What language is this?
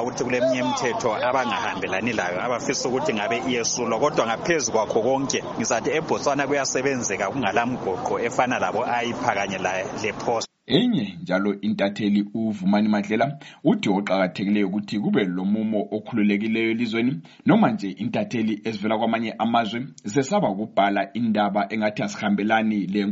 North Ndebele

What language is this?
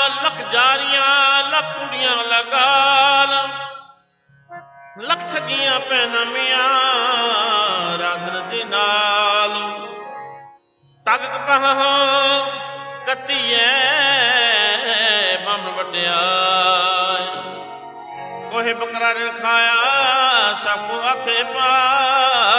Punjabi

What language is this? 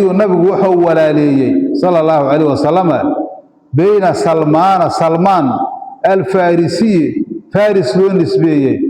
Somali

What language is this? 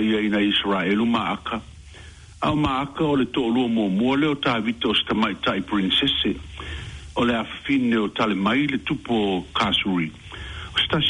Samoan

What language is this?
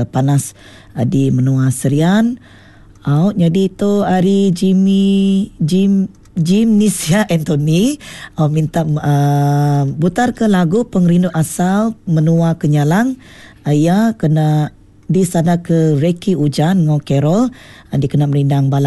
Iban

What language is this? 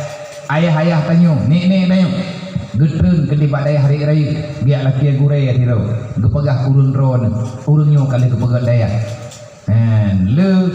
Achinese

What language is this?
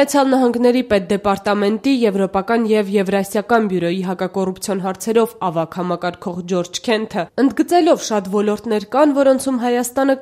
Armenian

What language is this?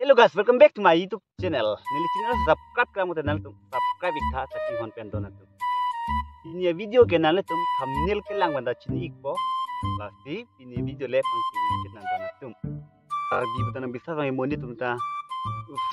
Karbi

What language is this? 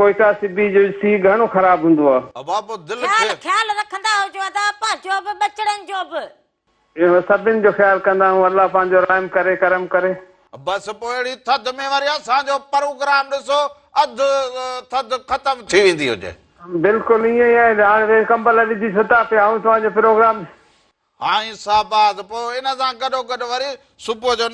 Sindhi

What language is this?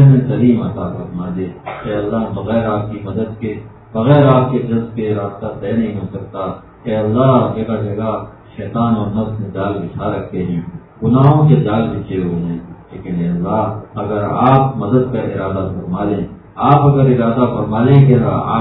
Urdu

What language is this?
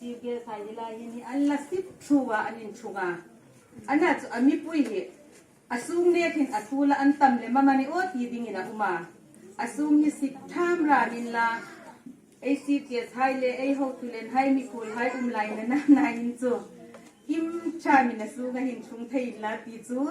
Hmar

